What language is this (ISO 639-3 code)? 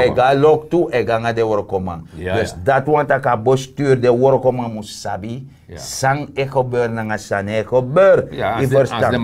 srn